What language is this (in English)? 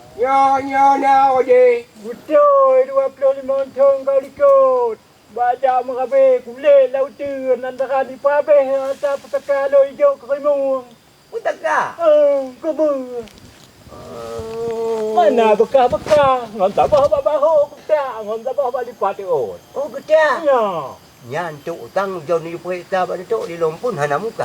Achinese